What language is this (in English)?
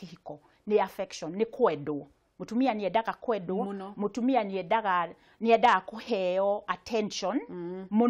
Kikuyu